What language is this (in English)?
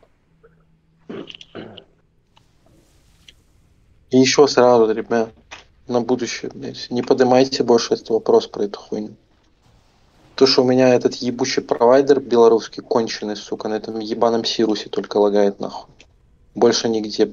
Russian